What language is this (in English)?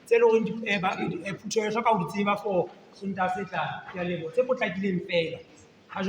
Southern Sotho